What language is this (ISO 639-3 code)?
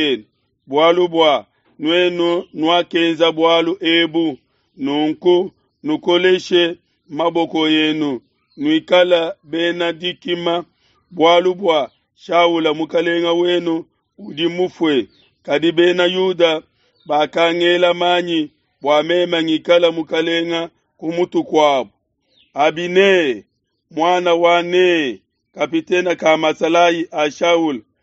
lua